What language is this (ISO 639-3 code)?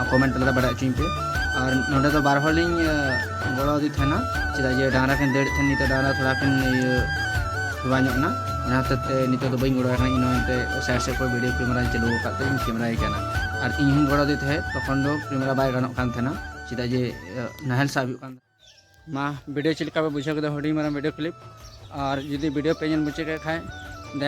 sat